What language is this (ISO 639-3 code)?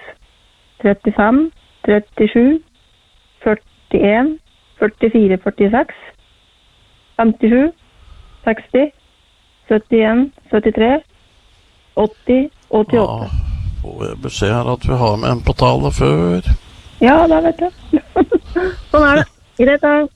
nor